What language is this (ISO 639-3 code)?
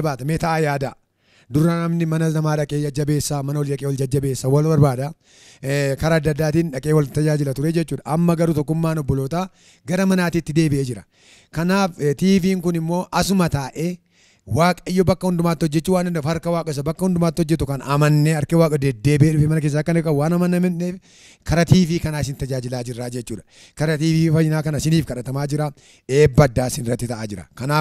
orm